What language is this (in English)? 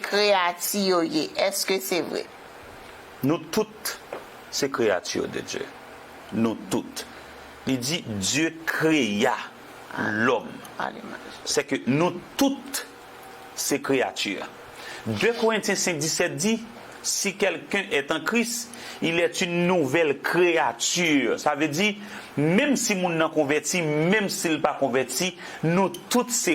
Haitian Creole